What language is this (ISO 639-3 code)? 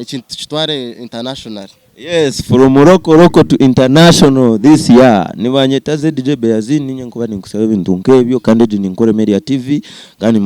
nyn